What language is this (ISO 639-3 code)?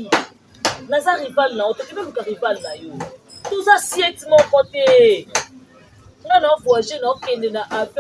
lin